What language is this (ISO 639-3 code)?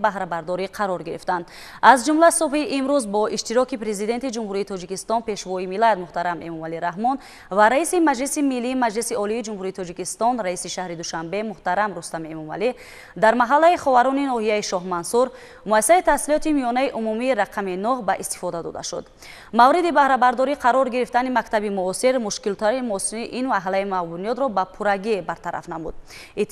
tgk